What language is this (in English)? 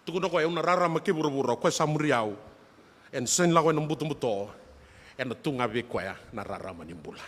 Fijian